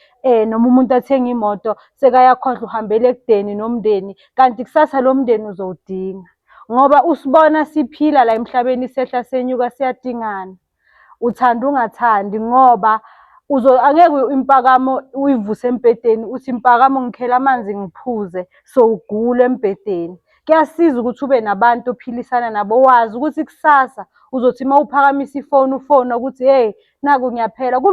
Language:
Zulu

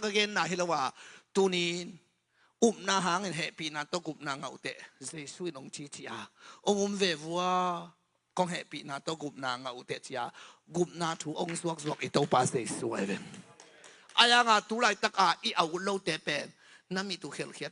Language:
Tedim Chin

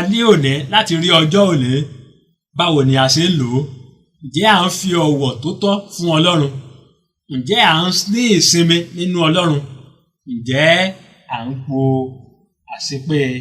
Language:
Yoruba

